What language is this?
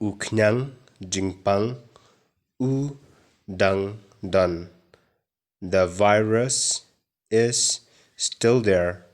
Khasi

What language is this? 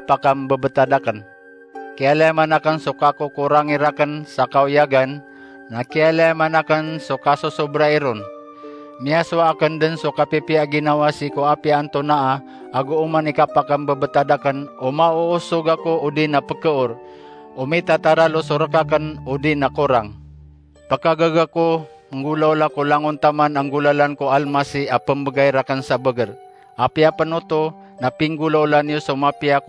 Maranao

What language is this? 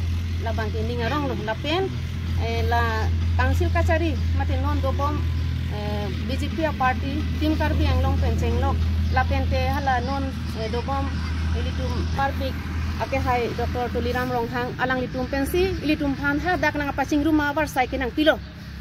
Karbi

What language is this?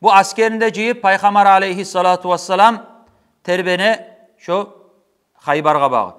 Kumyk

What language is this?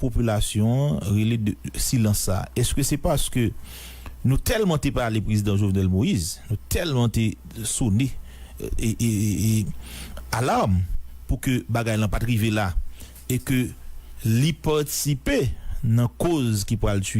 Haitian Creole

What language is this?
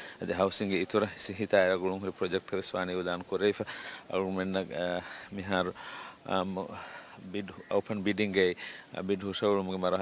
Divehi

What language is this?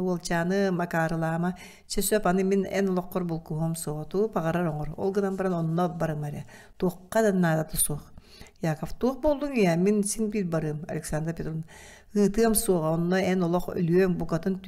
Yakut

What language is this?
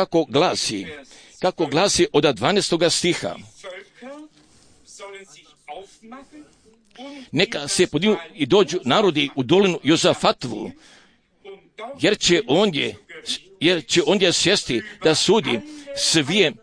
Croatian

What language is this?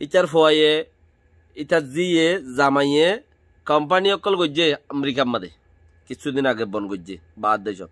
Rohingya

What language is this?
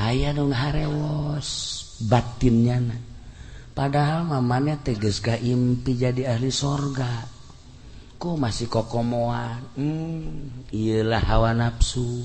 Sundanese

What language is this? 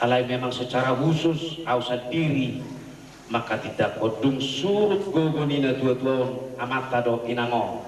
Batak Toba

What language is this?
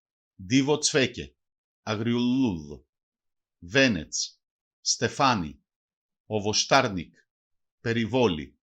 Macedonian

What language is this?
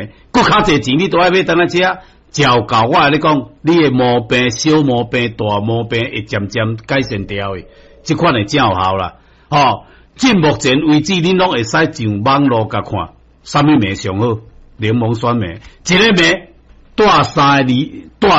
Min Nan Chinese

